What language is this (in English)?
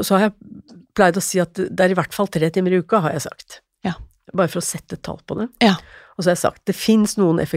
Norwegian